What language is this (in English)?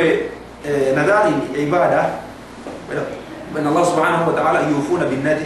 Yakan